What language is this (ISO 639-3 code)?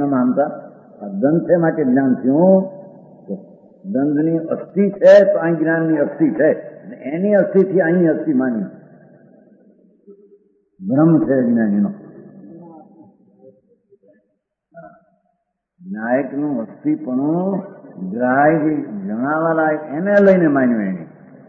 guj